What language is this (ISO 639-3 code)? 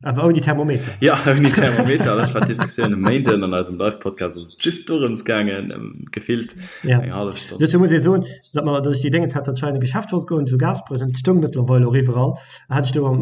ltz